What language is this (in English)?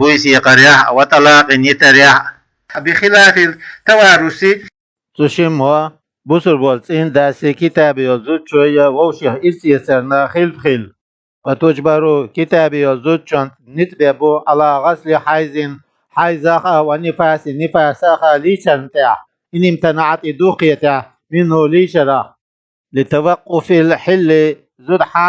Chechen